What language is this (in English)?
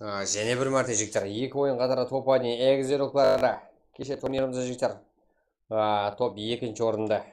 Kara-Kalpak